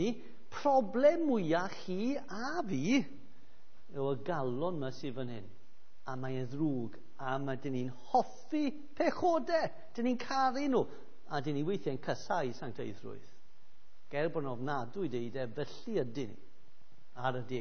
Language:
Welsh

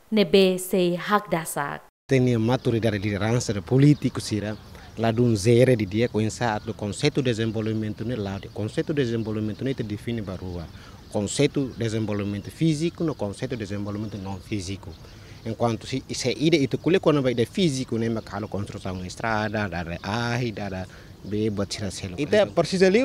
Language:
Tetum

